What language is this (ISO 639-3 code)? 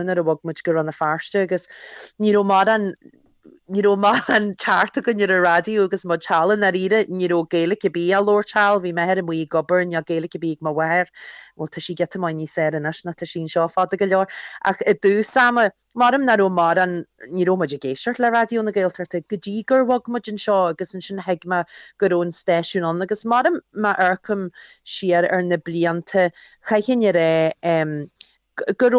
gle